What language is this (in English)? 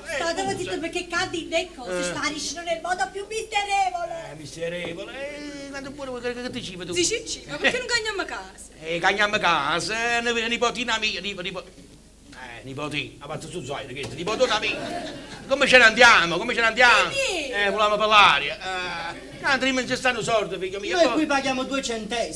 Neapolitan